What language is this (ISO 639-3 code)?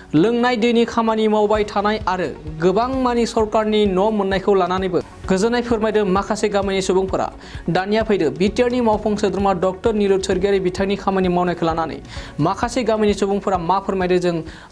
brx